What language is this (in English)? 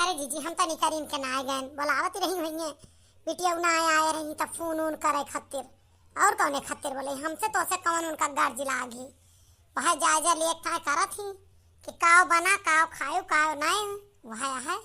Awadhi